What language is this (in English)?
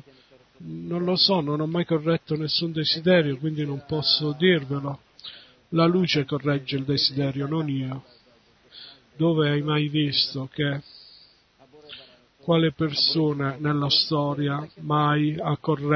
Italian